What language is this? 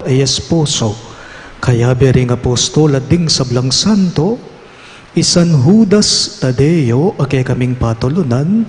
Pampanga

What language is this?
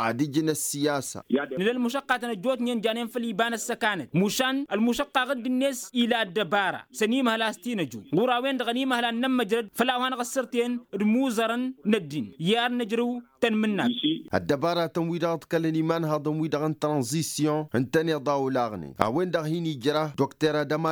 Tamasheq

